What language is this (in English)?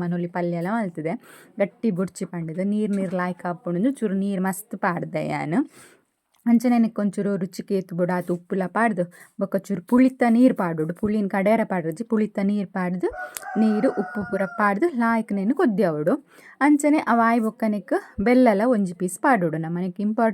Tulu